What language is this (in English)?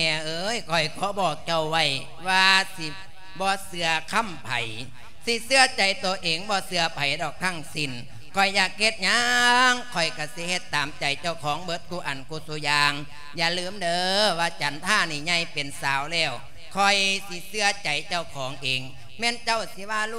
Lao